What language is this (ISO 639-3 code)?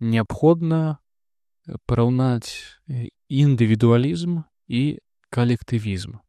bel